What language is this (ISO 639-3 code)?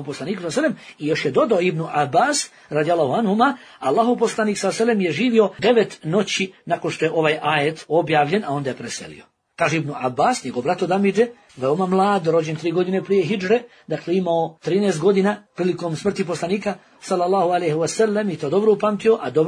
bos